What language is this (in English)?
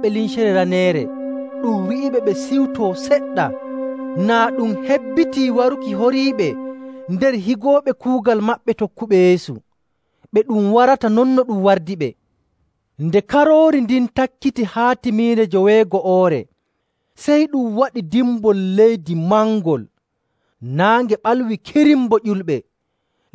Nigerian Fulfulde